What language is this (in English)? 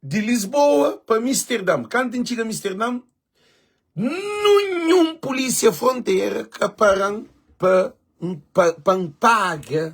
Kabuverdianu